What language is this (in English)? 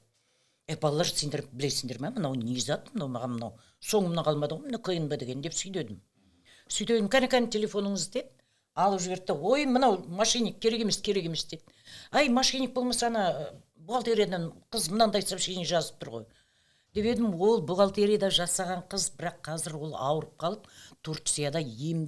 Kazakh